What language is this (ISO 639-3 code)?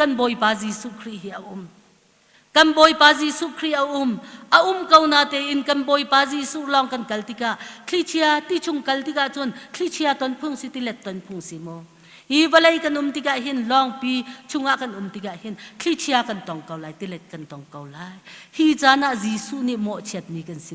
cnh